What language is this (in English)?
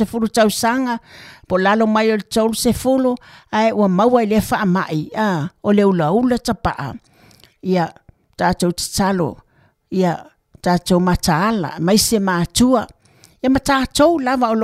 Samoan